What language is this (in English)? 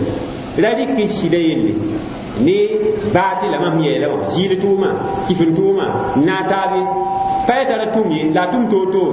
Mossi